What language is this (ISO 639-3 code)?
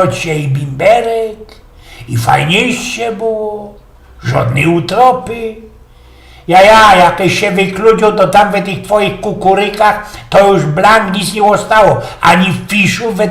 szl